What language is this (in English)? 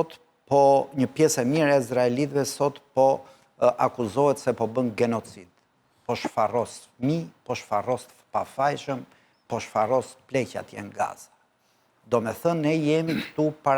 Albanian